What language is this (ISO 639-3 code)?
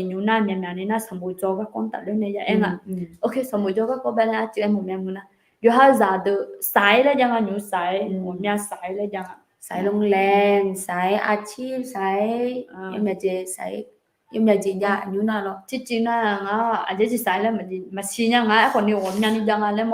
ahk